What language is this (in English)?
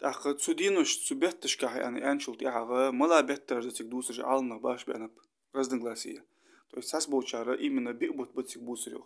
Ingush